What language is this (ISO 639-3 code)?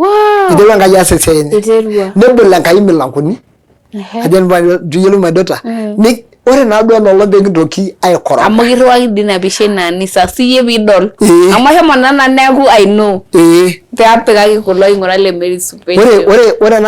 mas